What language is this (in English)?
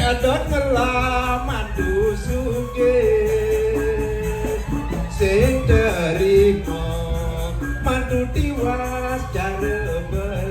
Balinese